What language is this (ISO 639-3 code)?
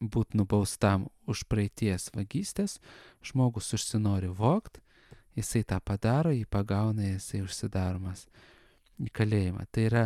lit